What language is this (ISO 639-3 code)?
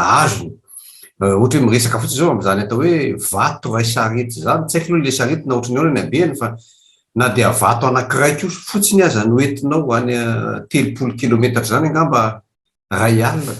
mlg